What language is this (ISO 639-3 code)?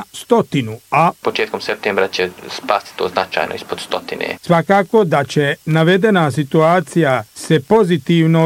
bos